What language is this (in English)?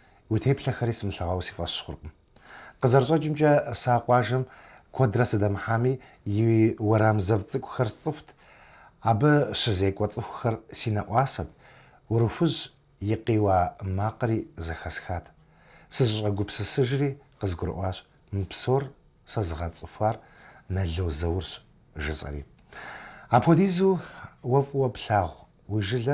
Kabardian